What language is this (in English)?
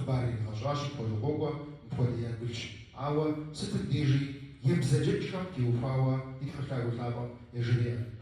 Kabardian